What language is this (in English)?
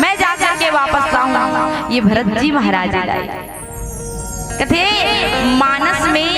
Chhattisgarhi